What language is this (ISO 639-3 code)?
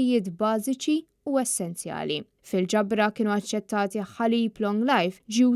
mlt